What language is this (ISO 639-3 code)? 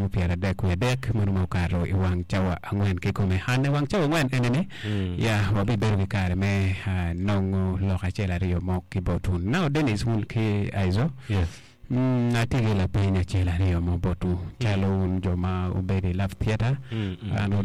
ach